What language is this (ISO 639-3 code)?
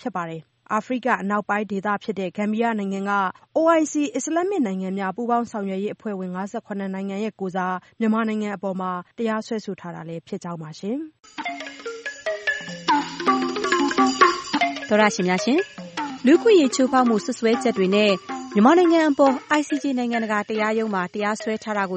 mya